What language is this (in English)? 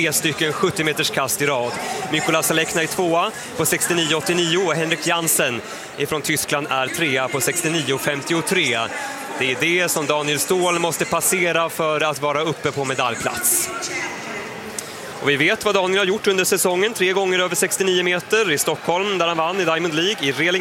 Swedish